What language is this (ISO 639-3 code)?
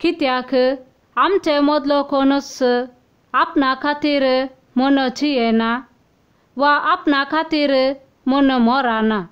kok